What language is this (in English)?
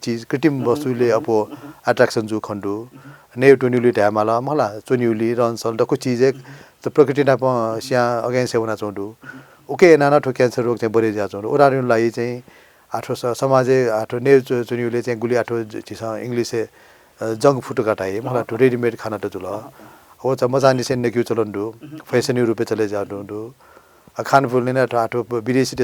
Newari